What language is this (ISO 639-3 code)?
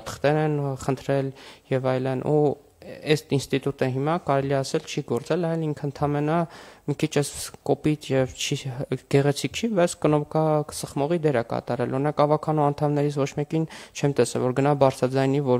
hye